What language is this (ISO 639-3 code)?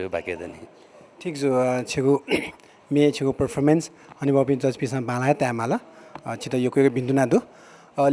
new